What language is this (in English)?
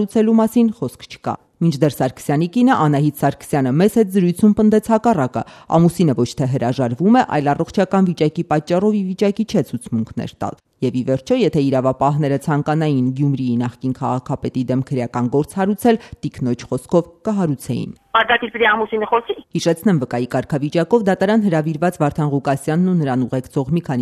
Armenian